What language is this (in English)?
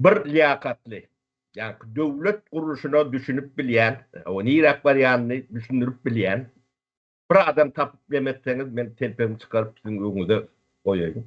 Turkmen